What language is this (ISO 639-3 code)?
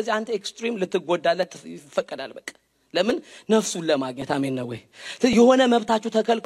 amh